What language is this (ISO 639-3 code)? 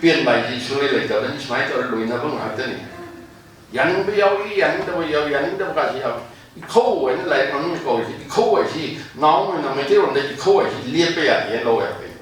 mni